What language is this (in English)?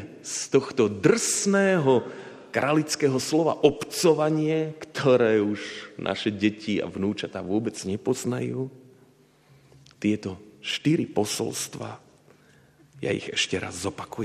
Slovak